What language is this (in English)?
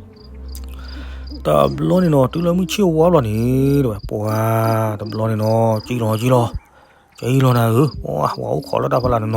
S'gaw Karen